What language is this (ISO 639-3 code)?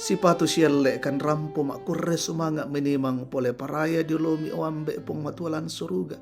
sda